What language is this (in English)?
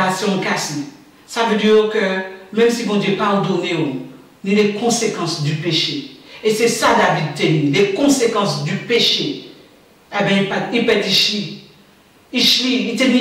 Guadeloupean Creole French